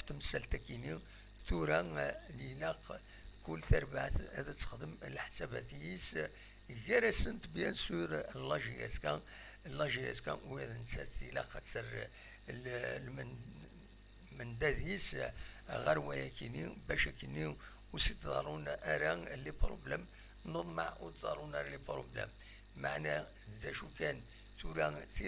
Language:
Kabyle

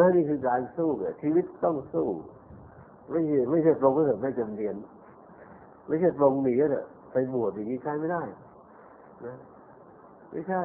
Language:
Thai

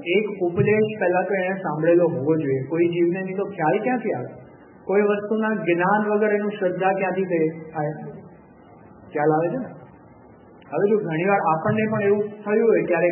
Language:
Gujarati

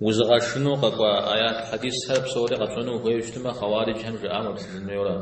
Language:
Kabardian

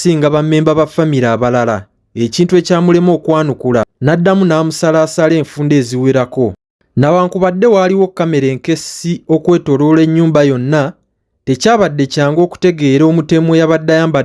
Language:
Ganda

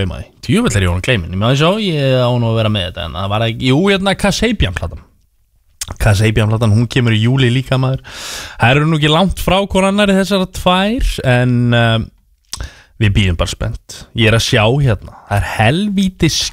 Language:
Icelandic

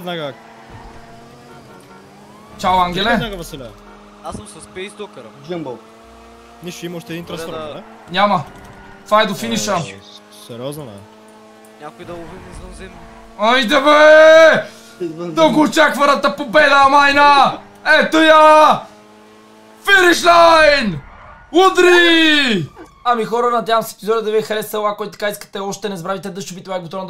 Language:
Bulgarian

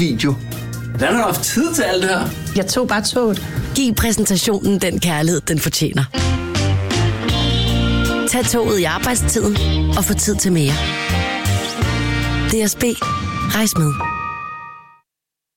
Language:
Danish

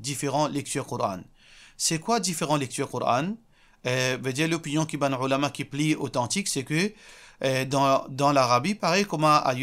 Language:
Morisyen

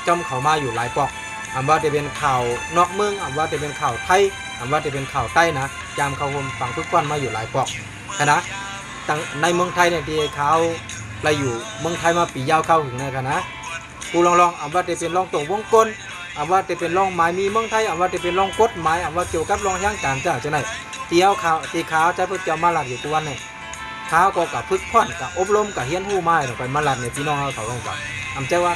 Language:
Shan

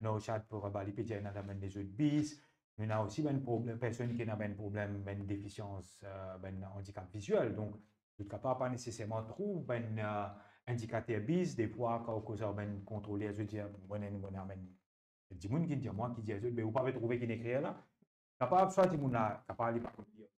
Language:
Morisyen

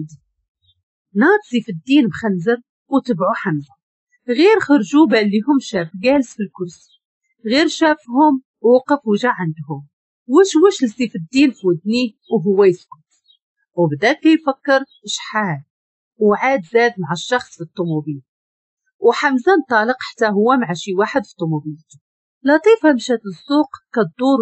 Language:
Moroccan Arabic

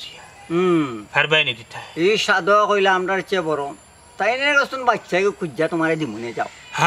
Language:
Sylheti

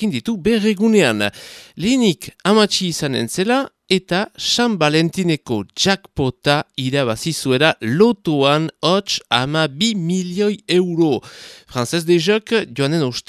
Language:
Basque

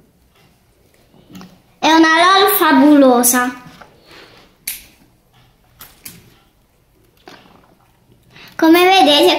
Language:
Italian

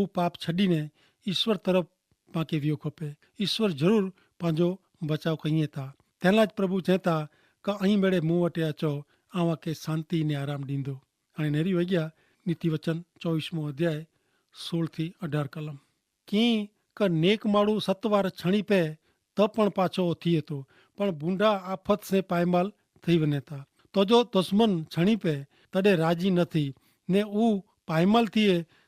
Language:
Kachhi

